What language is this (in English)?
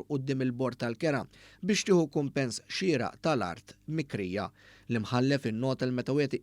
Maltese